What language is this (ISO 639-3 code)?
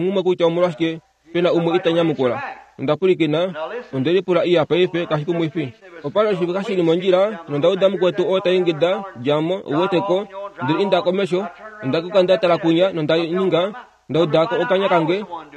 kua